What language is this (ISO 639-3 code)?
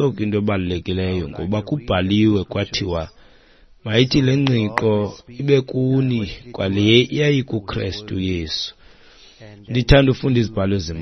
xho